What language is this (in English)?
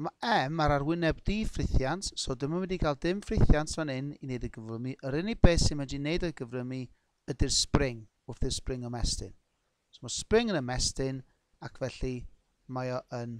Welsh